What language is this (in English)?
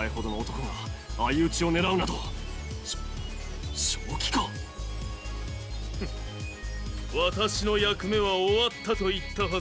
Japanese